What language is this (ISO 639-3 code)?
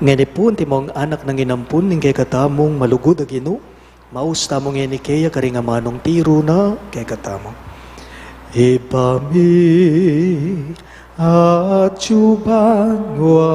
pam